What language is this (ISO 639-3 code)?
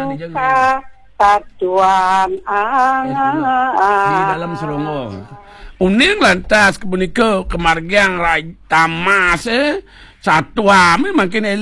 ban